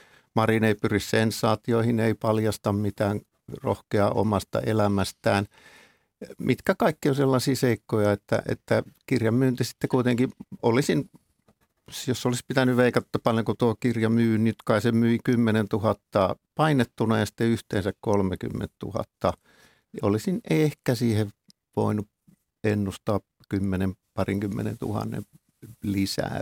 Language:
Finnish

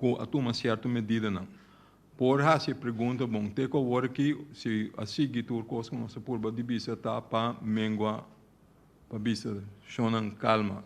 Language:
Papiamento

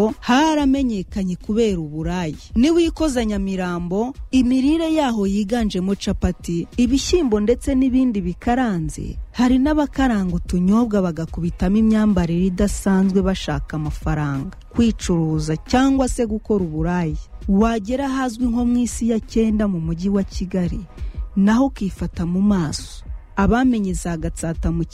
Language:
Kinyarwanda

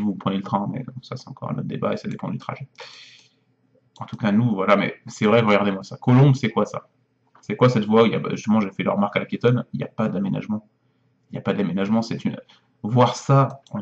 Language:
French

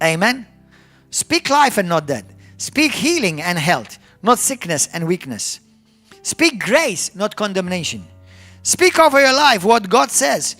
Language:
English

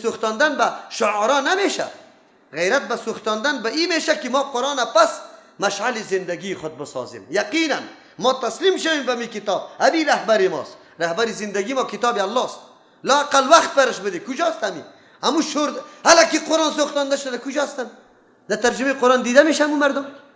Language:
Persian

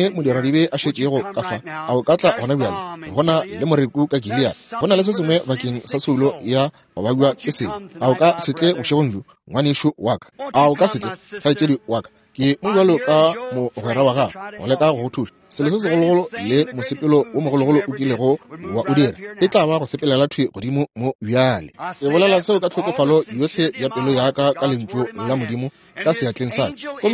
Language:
Northern Sotho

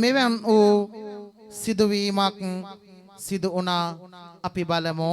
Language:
Sinhala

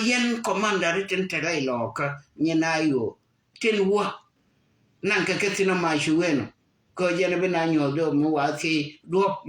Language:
Nuer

